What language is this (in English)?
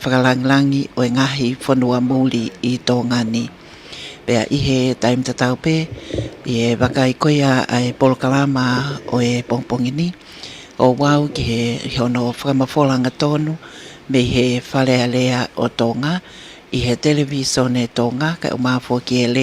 Tongan